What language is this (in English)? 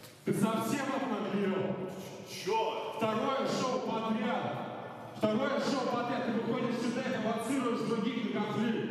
Russian